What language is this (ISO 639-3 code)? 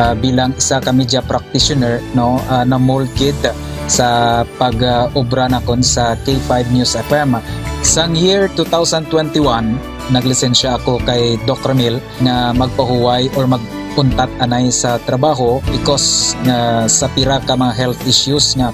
hil